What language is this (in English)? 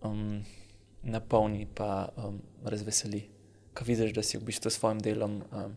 Slovenian